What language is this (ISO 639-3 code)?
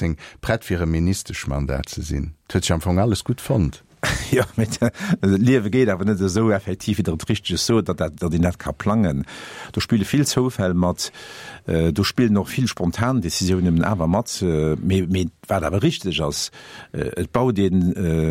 ltz